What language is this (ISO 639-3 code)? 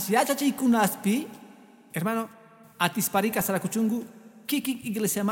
que